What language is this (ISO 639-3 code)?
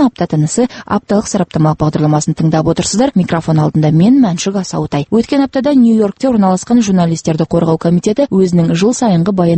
kaz